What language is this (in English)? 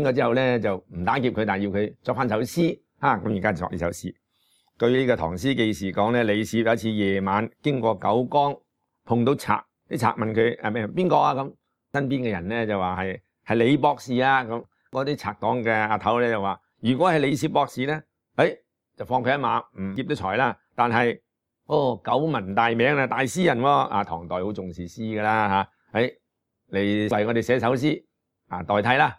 Cantonese